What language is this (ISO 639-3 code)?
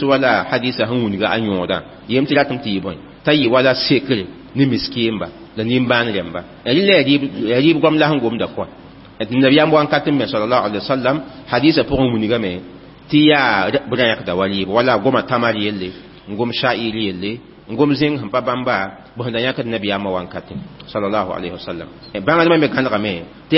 mos